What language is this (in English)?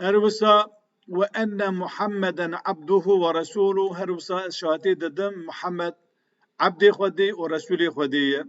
Kurdish